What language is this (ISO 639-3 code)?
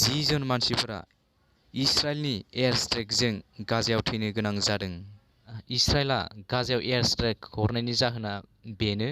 brx